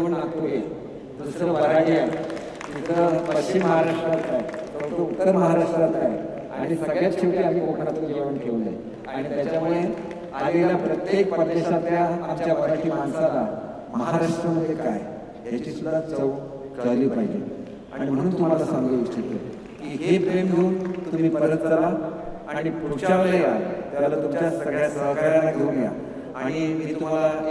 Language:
Marathi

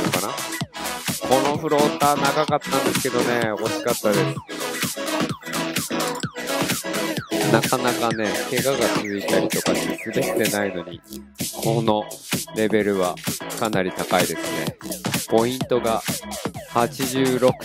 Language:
Japanese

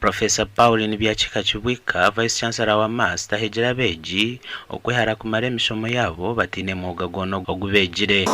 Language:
Nyankole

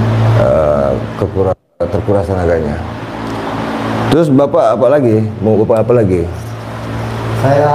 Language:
Indonesian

